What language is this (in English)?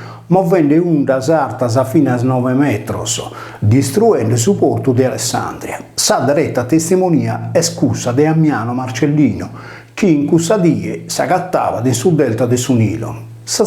Sardinian